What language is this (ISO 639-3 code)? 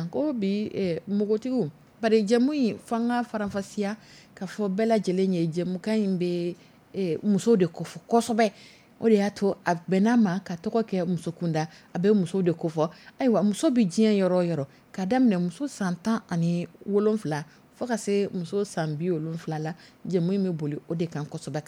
dyu